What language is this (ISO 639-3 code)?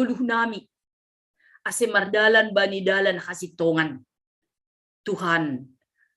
bts